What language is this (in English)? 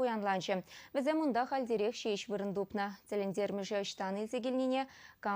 Chuvash